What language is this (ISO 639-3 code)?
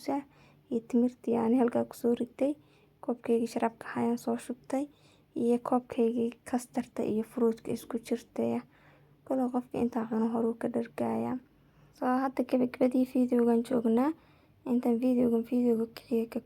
som